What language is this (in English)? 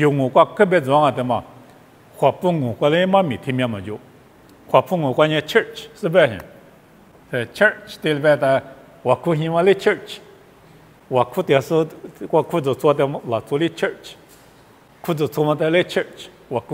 Lisu